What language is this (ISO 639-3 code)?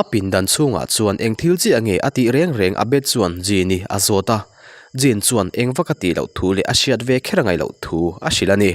lus